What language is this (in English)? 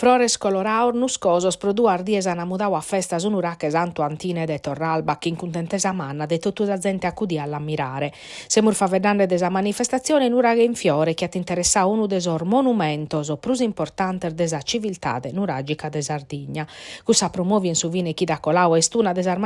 Sardinian